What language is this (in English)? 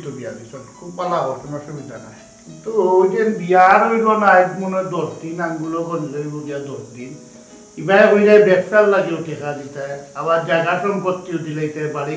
Sylheti